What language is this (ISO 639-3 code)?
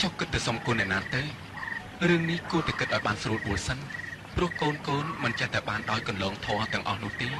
khm